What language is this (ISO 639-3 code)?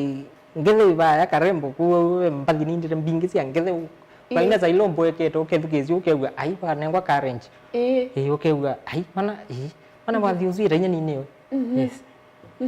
kam